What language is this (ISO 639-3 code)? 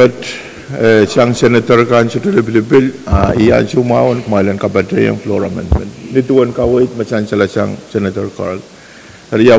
pon